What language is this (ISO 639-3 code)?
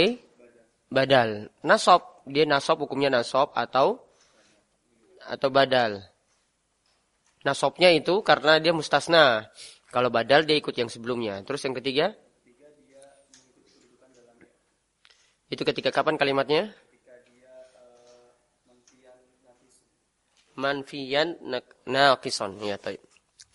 ind